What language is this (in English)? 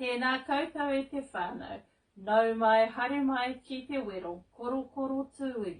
Māori